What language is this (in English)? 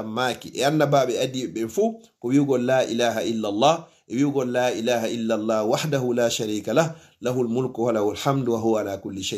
Fula